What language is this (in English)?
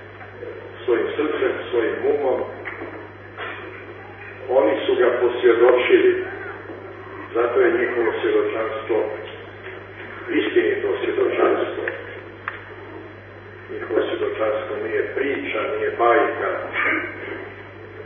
Croatian